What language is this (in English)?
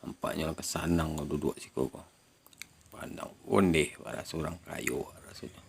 Minangkabau